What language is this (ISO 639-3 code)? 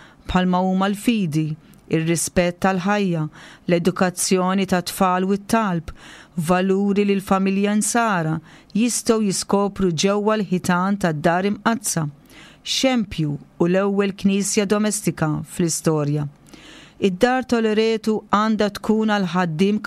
mlt